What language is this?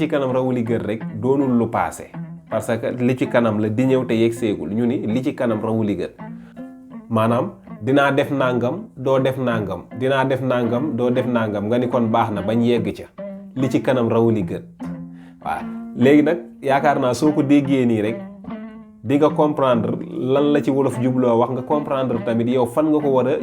Wolof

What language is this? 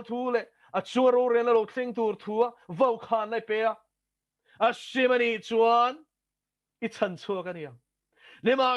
Mizo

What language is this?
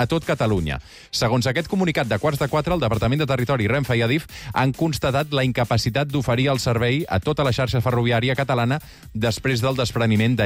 Catalan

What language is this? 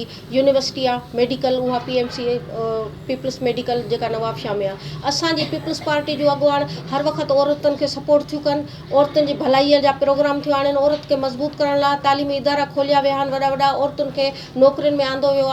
Sindhi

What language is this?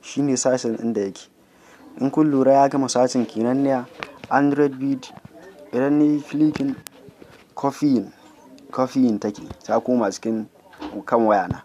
Hausa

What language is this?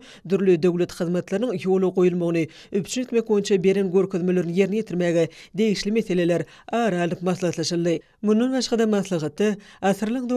Turkmen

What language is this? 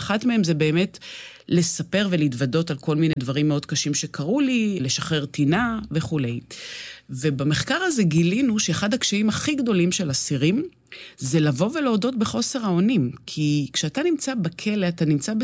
Hebrew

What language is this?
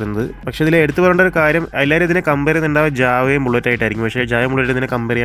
Malayalam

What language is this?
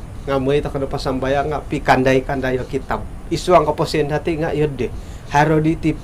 Central Dusun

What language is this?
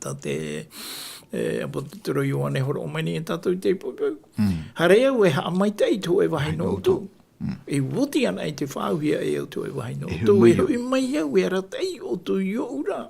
Tahitian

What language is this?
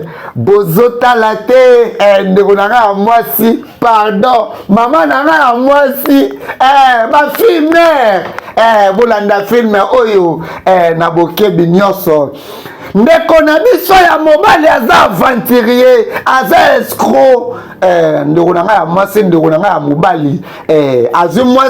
Lingala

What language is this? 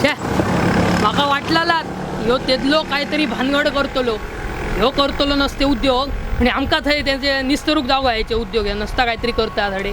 Konkani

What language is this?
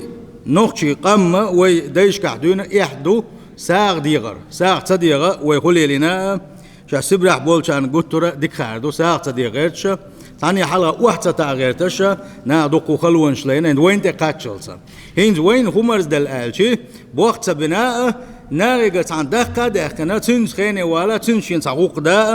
Chechen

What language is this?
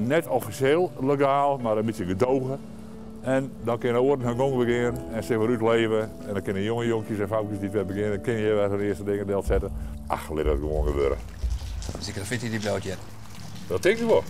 Western Frisian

